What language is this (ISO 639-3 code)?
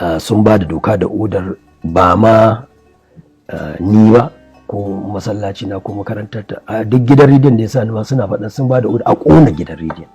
hau